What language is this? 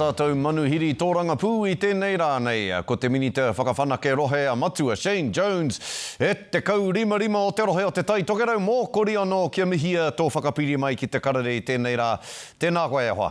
Māori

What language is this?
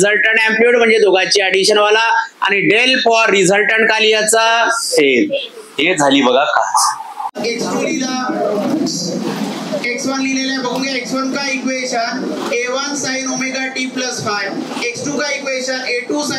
Marathi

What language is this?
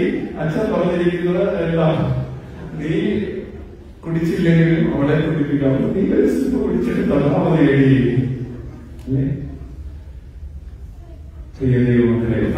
Malayalam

